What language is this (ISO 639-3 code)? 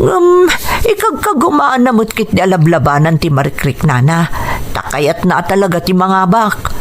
ilo